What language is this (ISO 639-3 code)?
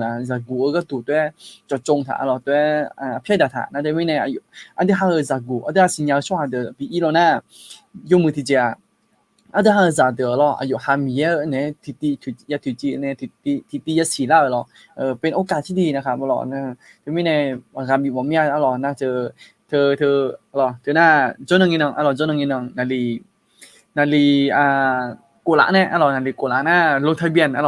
ahk